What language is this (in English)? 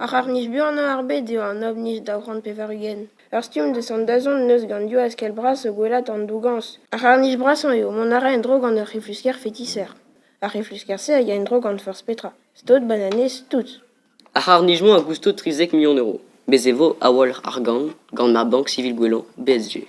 Breton